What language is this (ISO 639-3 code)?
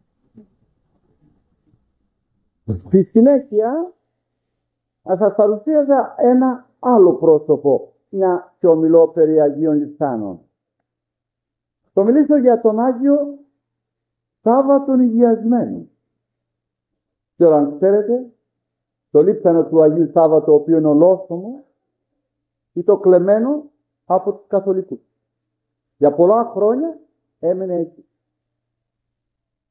ell